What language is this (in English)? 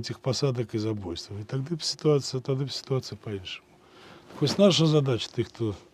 Belarusian